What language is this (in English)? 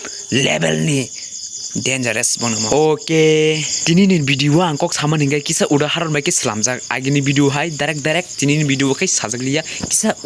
Kok Borok